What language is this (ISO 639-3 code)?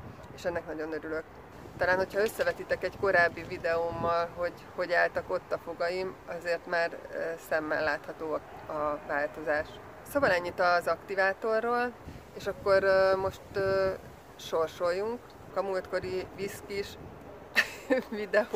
hun